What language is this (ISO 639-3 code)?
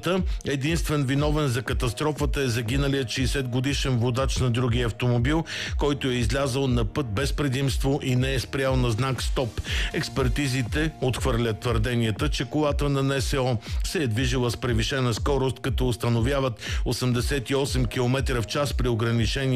bul